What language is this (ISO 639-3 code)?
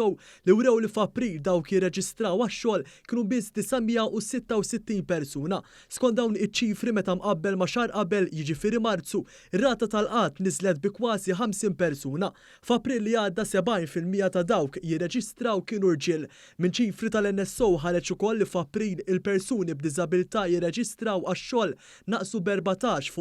mlt